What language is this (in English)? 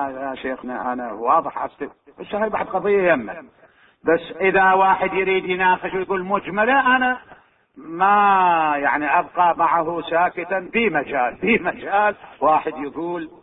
Mesopotamian Arabic